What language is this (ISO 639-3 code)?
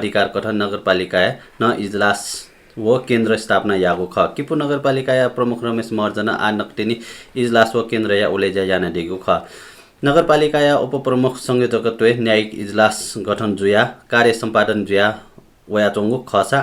new